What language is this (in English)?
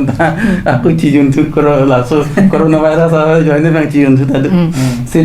Karbi